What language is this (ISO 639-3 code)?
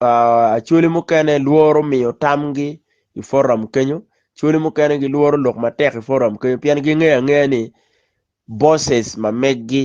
ach